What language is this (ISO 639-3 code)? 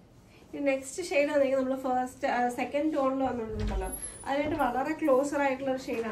mal